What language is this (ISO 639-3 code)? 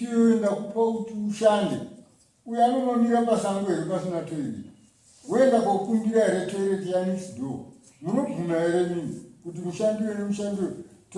sna